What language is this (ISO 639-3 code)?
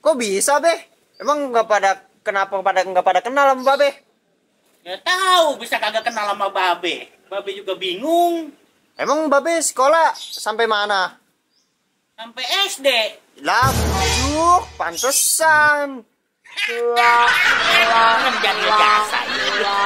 bew